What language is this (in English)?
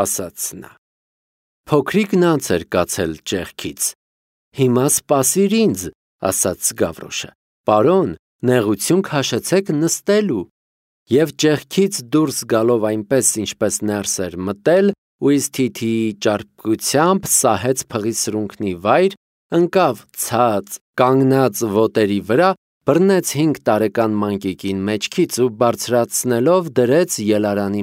Armenian